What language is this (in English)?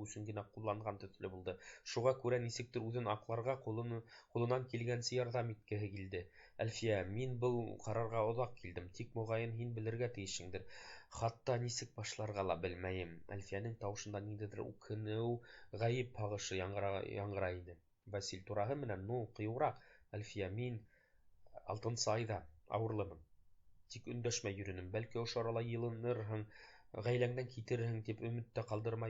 Bashkir